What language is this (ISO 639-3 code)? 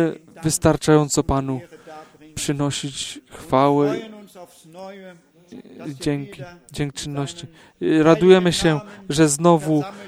pol